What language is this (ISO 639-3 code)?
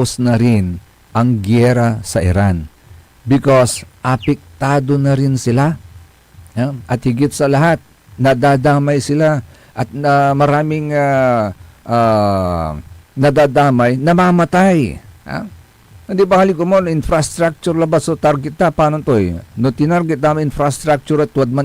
pag